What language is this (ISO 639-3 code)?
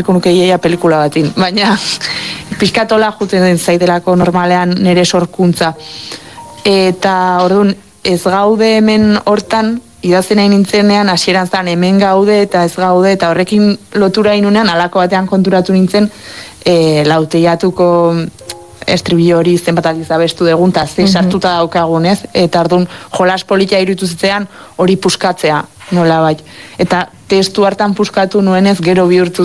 eus